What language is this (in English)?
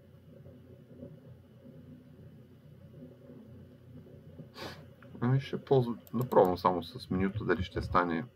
Bulgarian